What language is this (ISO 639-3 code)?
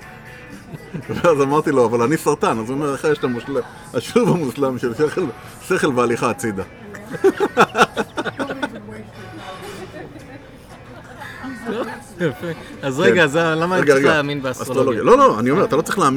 heb